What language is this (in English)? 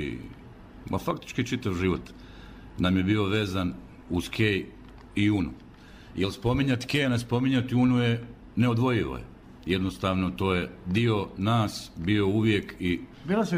Bosnian